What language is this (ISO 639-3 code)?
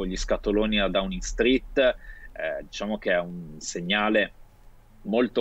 ita